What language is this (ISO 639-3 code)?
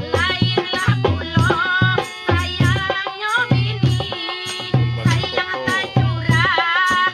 min